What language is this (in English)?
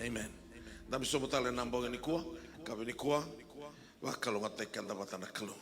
Fijian